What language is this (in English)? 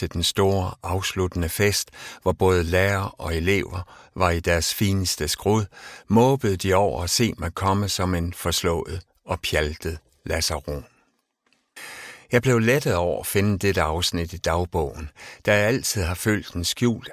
Danish